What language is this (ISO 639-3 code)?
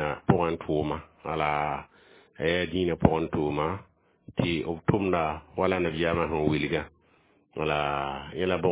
mos